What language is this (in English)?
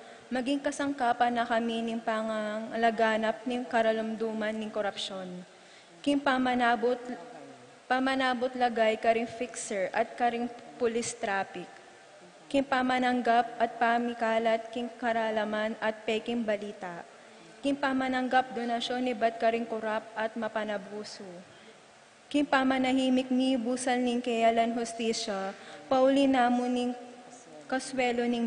Pampanga